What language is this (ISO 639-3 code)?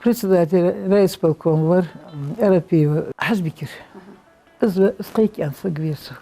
inh